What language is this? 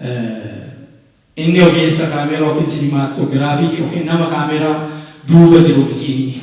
Oromo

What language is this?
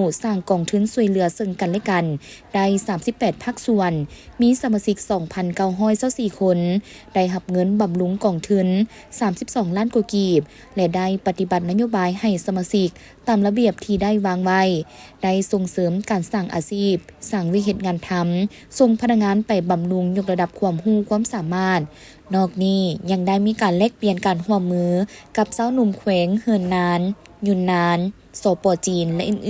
Lao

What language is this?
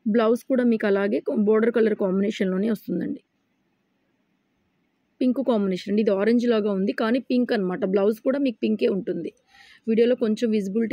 Telugu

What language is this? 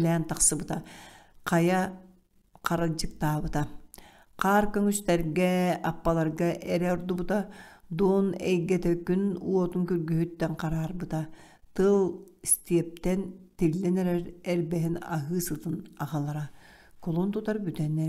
Yakut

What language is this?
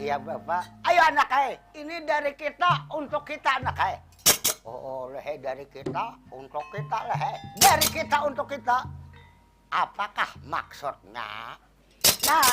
Banjar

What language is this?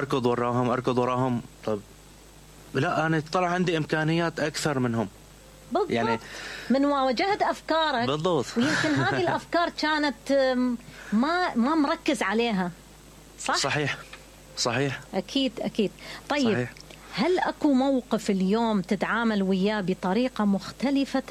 Mesopotamian Arabic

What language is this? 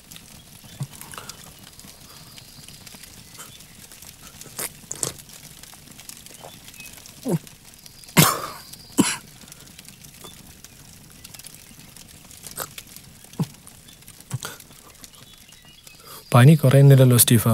Malayalam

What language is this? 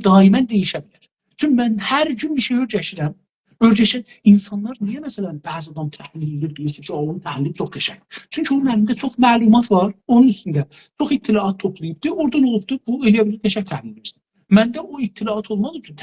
South Azerbaijani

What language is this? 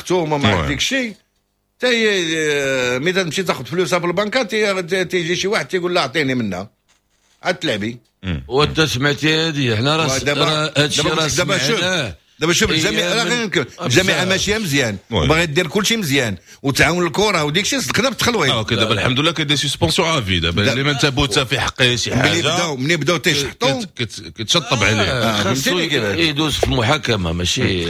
Moroccan Arabic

